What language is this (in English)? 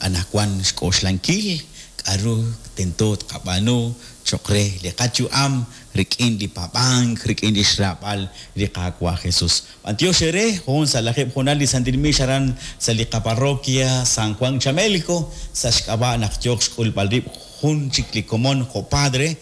Kekchí